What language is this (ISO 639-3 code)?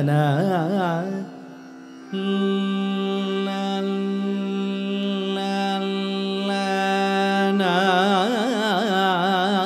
kan